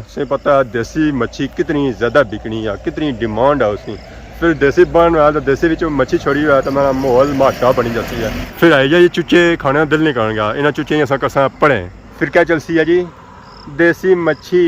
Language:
Pahari-Potwari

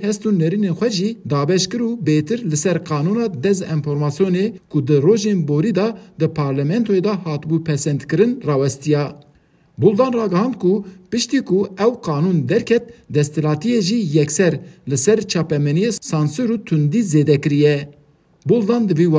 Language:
Kurdish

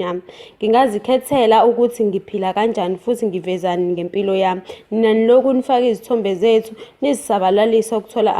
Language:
Zulu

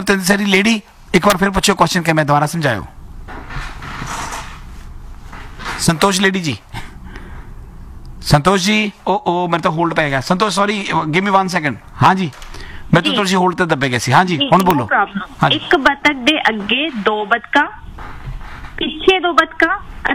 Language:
Punjabi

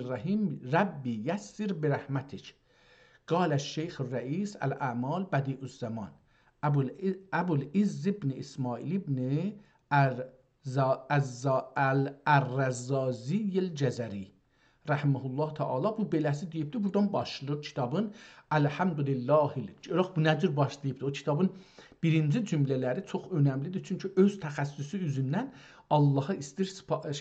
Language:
South Azerbaijani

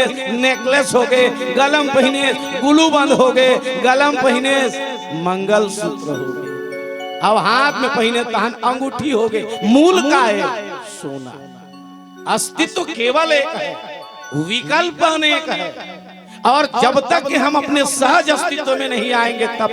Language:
Chhattisgarhi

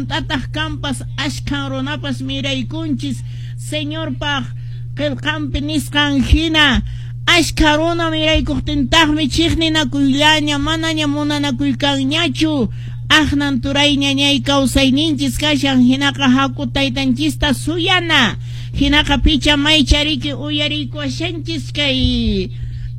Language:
Quechua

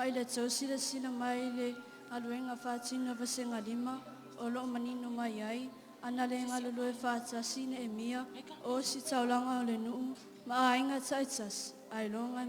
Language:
Samoan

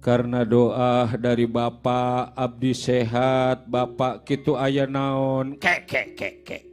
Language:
Betawi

